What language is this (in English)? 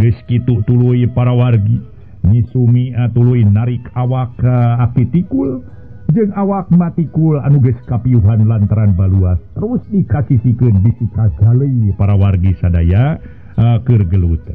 Sundanese